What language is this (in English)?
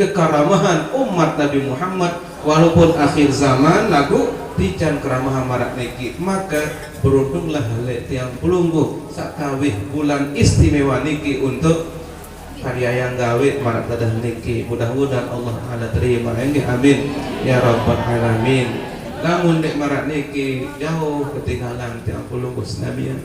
Sasak